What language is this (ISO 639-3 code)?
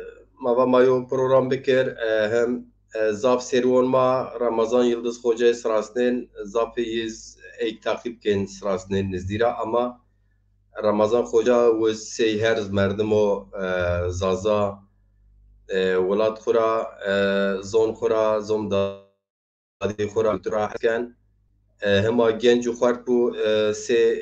zza